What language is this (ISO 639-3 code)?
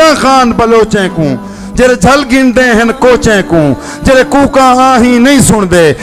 skr